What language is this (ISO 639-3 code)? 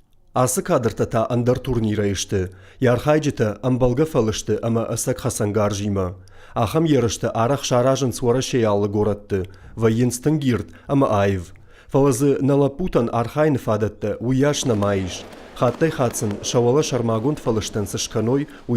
oss